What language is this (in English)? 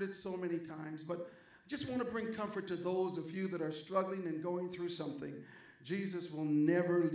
English